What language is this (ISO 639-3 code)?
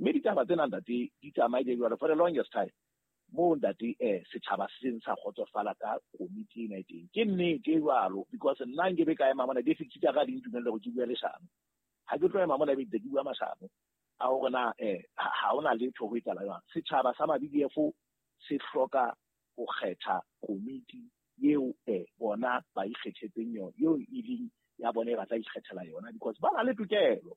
sot